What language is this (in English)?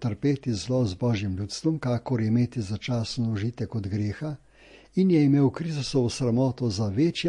Slovenian